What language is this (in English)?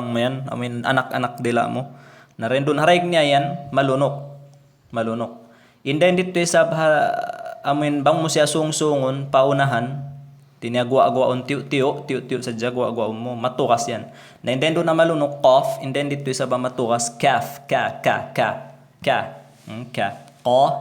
Tausug